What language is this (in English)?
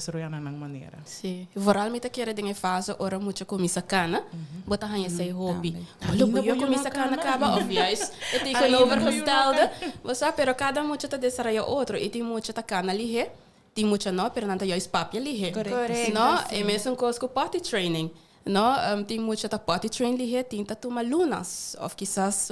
Papiamento